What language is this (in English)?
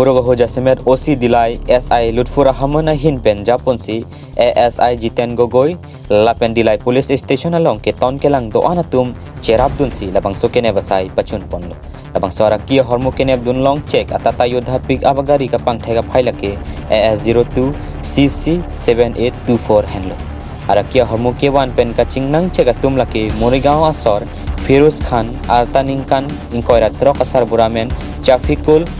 Karbi